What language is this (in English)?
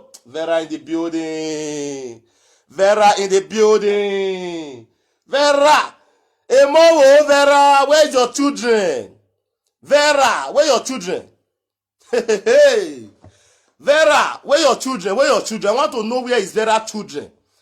Nigerian Pidgin